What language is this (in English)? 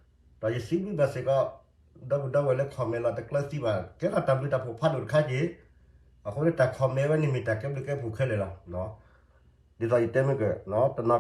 S'gaw Karen